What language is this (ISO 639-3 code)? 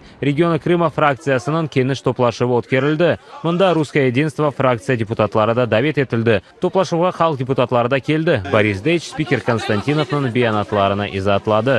crh